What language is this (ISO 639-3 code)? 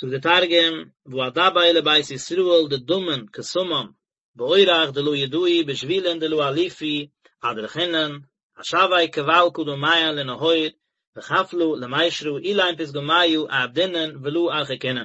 yid